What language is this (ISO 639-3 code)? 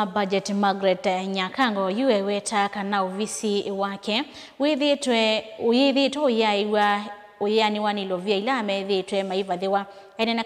kam